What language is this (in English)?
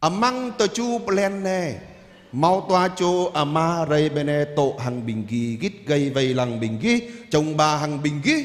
Jarai